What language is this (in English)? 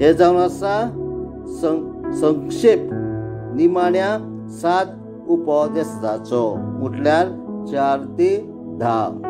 Konkani